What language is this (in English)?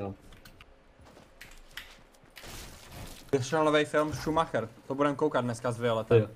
Czech